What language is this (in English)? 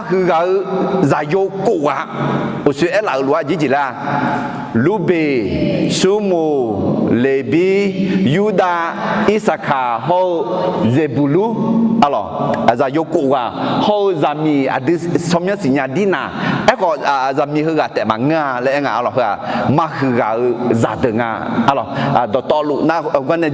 Akha